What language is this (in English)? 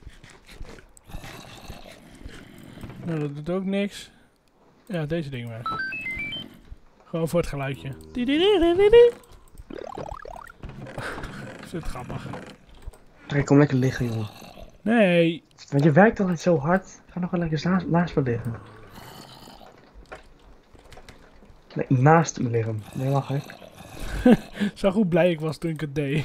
Dutch